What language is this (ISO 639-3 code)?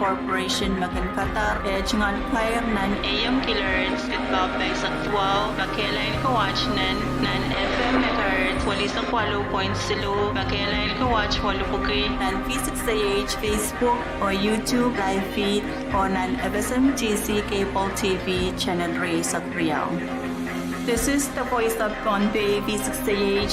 pon